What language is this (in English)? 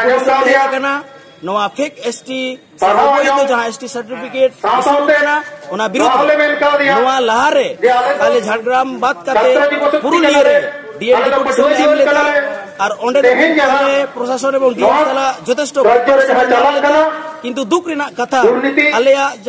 Santali